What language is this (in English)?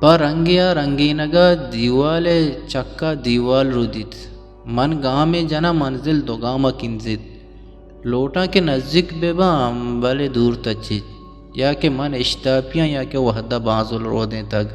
Eastern Balochi